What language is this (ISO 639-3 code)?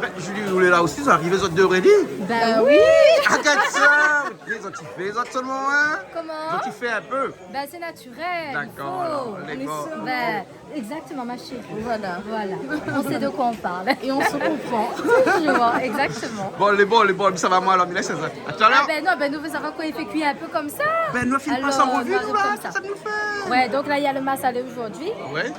rcf